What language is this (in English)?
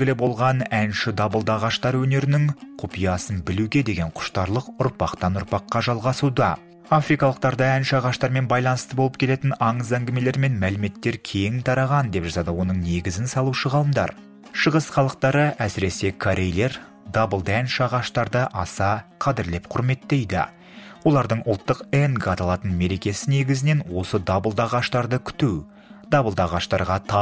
Kazakh